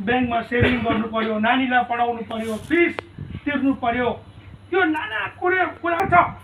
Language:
Nepali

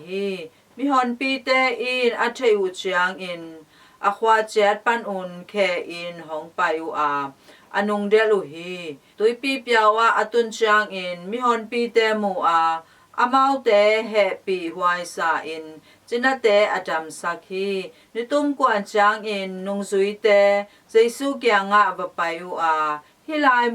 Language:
Tedim Chin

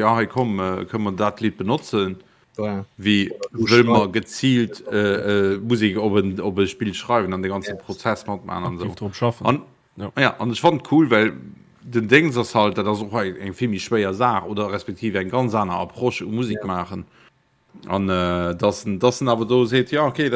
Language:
Luxembourgish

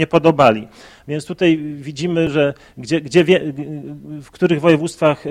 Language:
Polish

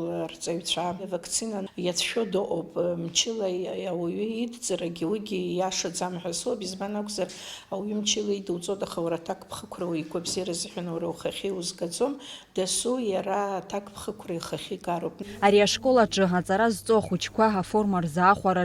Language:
Abkhazian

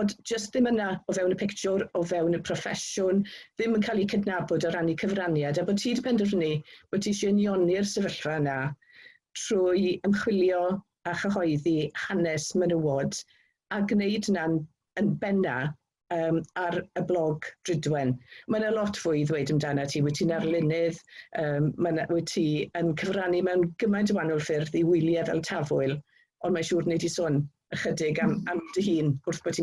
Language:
Welsh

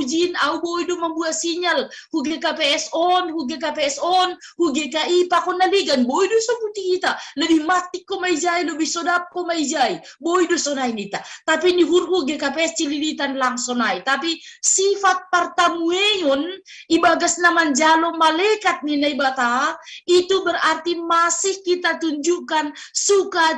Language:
Batak Simalungun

